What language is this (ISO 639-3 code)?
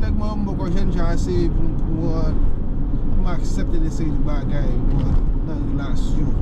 hat